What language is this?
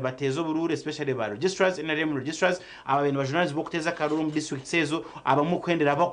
Nyankole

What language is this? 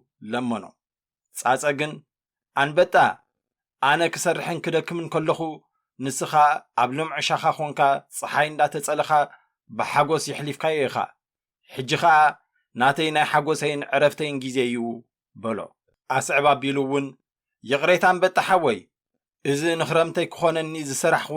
Tigrinya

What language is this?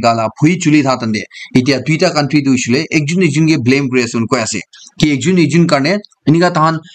Naga Pidgin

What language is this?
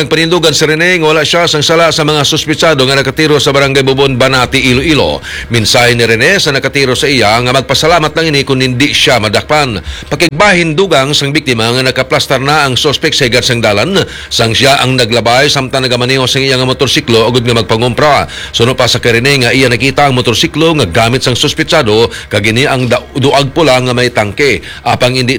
Hiligaynon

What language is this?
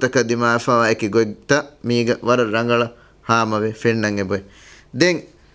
Divehi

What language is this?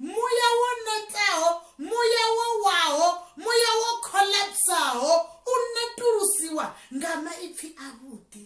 Venda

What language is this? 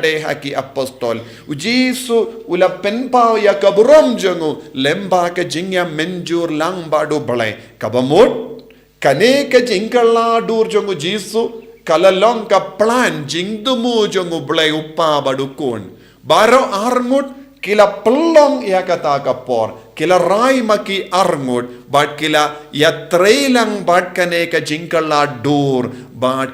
Khasi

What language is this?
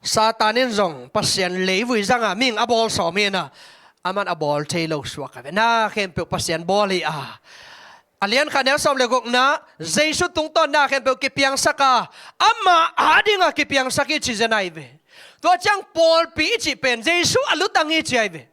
Tedim Chin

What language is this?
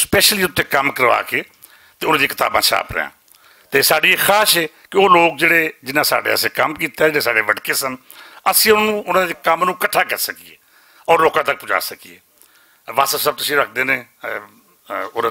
Western Panjabi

